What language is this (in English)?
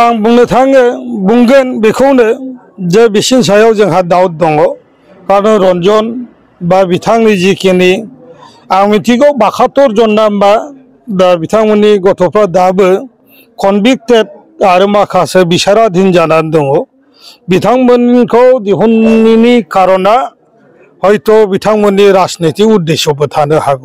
Bodo